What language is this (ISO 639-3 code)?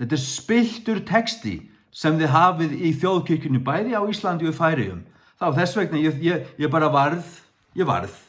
fao